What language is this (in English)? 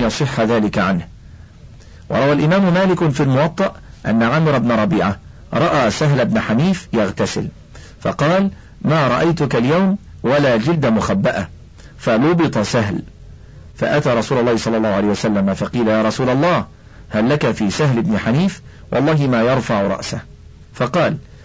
Arabic